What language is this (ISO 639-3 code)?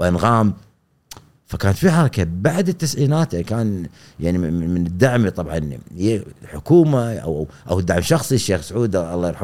afb